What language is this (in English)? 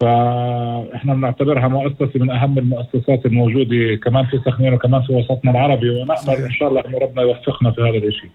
North Levantine Arabic